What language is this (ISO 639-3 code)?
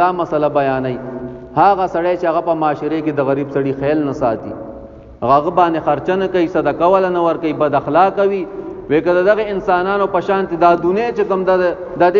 pus